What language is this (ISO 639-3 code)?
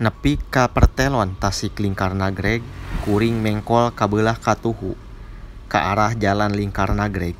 sun